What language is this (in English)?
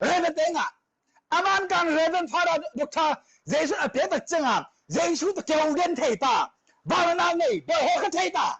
Tedim Chin